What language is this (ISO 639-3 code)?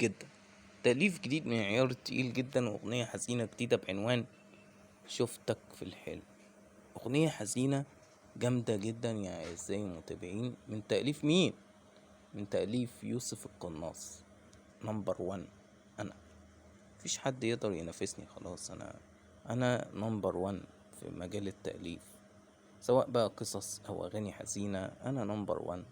arz